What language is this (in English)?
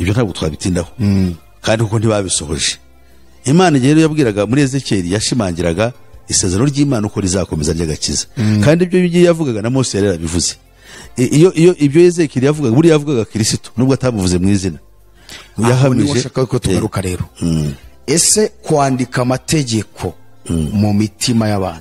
Kinyarwanda